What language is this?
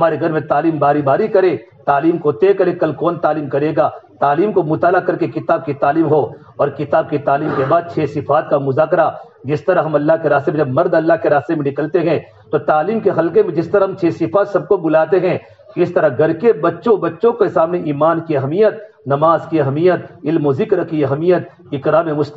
Urdu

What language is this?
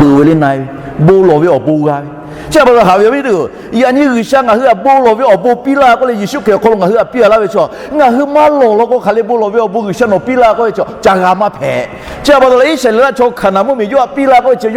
Lahu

